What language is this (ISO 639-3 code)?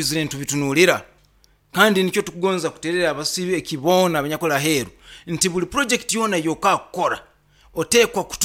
nyo